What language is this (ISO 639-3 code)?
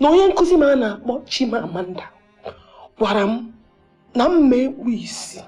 ibo